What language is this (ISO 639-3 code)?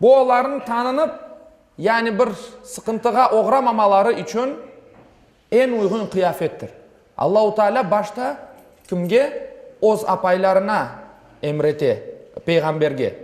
crh